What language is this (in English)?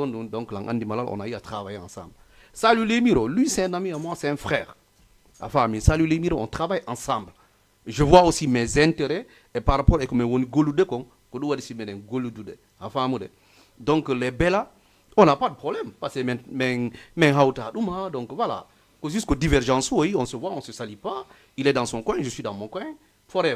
Fula